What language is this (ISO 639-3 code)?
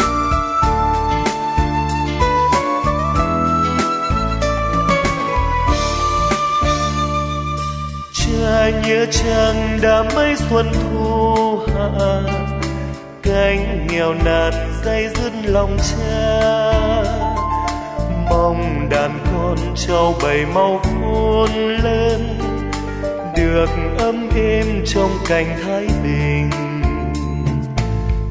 vie